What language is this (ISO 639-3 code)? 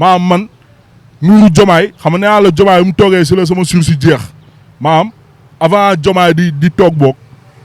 wol